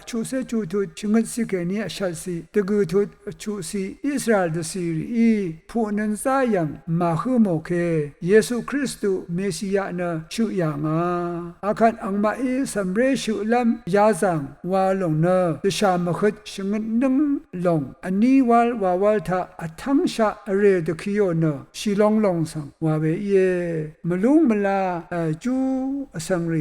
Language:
Rawang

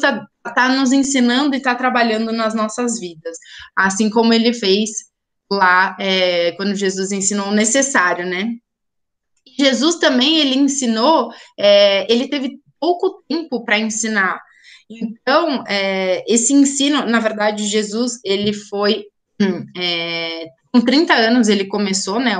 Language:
Portuguese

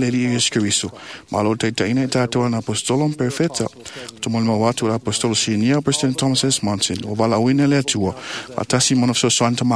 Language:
Samoan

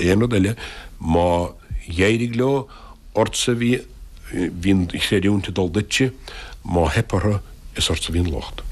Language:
Irish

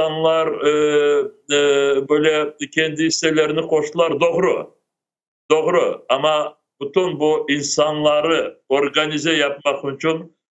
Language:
Crimean Tatar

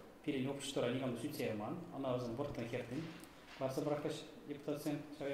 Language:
Chuvash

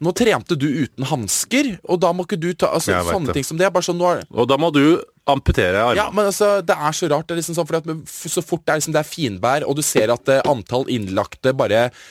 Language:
Norwegian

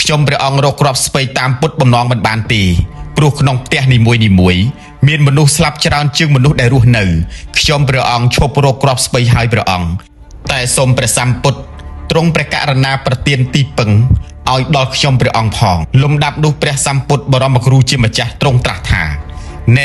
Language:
Khmer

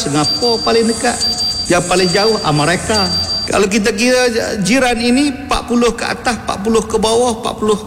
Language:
Malay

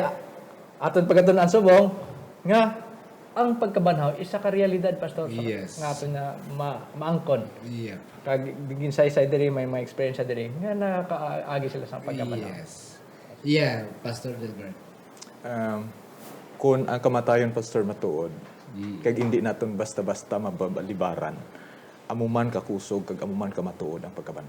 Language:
Hiligaynon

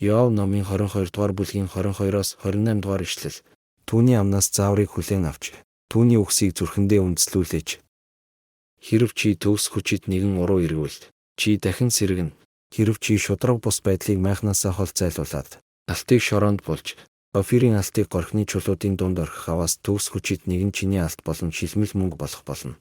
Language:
Mongolian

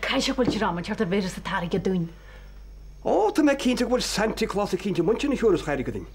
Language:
Irish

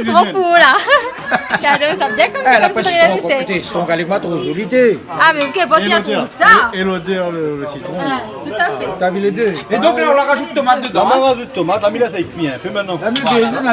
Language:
Réunion Creole French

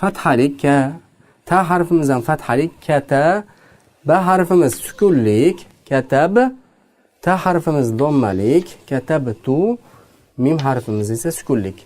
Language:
Uzbek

